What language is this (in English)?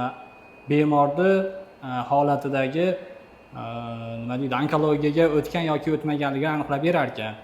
Uzbek